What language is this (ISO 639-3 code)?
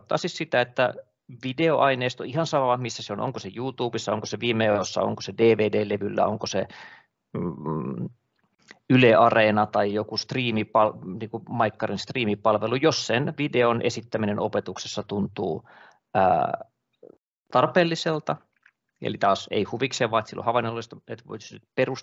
fin